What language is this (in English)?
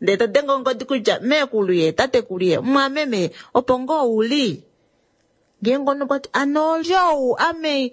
Kuanyama